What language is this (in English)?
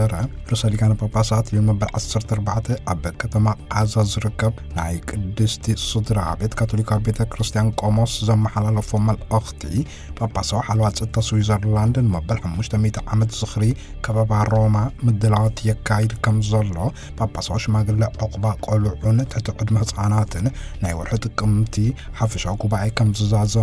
Tigrinya